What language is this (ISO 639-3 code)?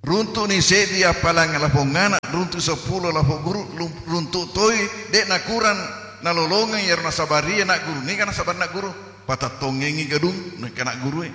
bug